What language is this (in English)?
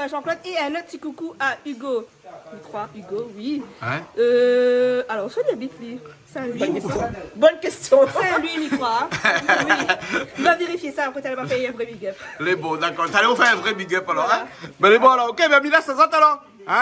Réunion Creole French